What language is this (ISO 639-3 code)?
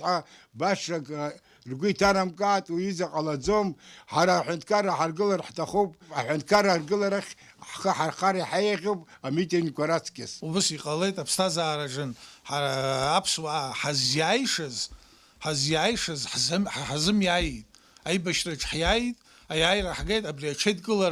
abk